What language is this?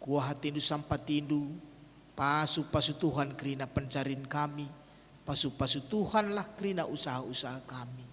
Batak Karo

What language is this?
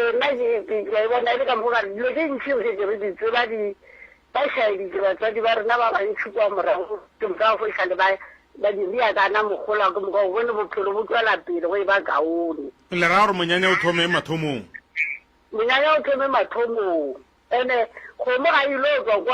Northern Sotho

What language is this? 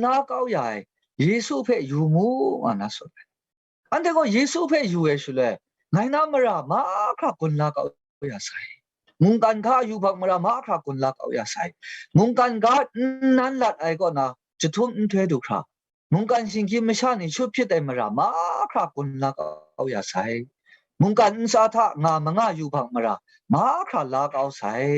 Kachin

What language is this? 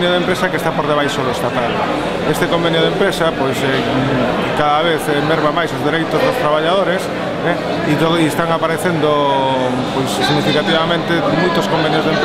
Galician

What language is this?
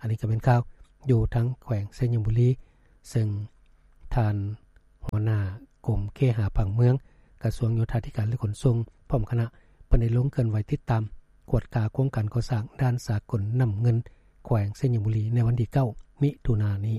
Lao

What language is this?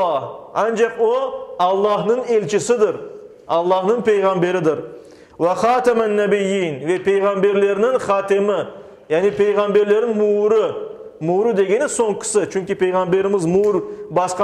Crimean Tatar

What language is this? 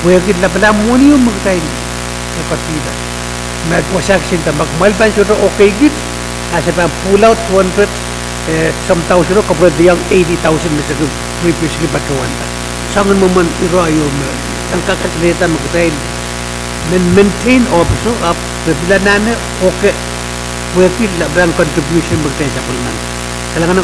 Pohnpeian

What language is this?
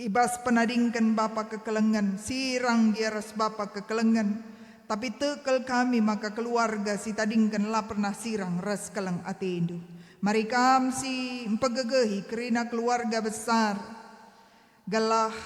Batak Karo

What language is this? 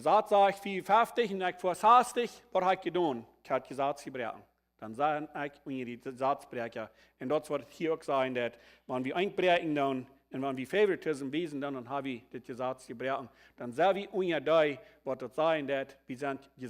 Plautdietsch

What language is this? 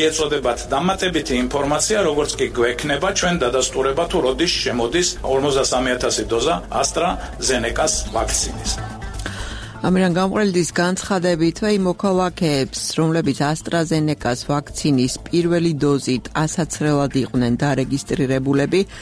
Georgian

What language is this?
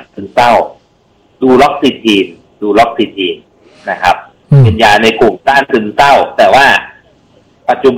Thai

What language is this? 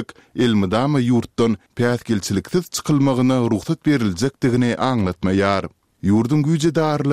Turkmen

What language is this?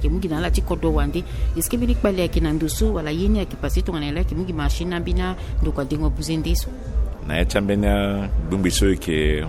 Sango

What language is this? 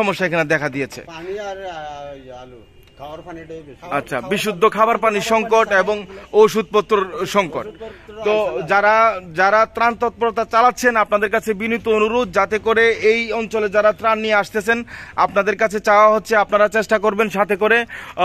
Bangla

